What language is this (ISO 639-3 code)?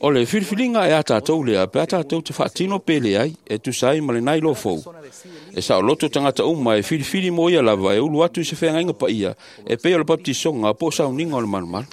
smo